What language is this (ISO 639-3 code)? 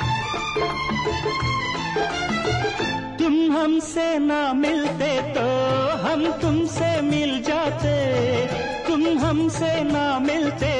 hin